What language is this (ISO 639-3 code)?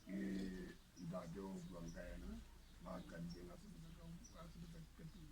sot